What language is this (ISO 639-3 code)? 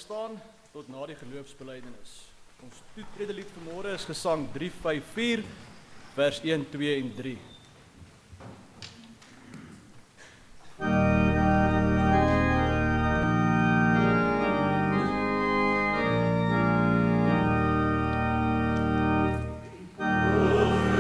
afr